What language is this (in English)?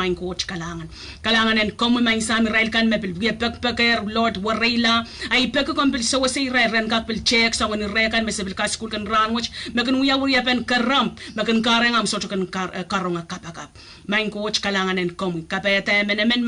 Pohnpeian